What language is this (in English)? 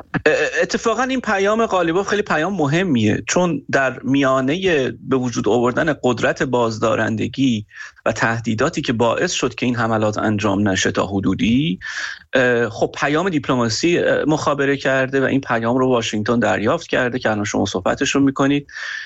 Persian